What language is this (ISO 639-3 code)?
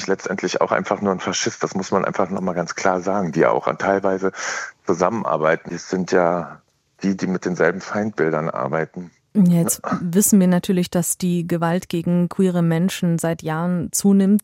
deu